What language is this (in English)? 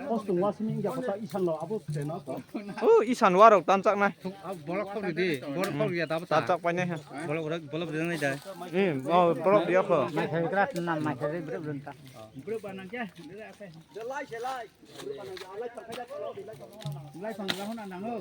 Kok Borok